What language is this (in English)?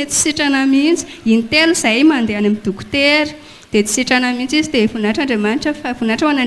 Malagasy